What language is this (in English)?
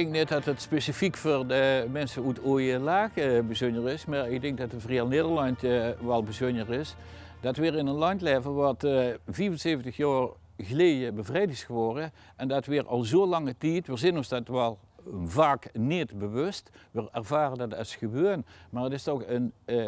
Limburgish